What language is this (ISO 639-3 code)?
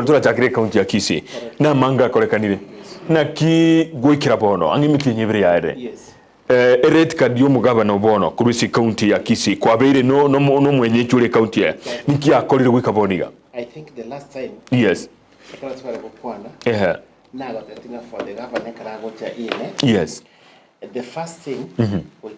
guz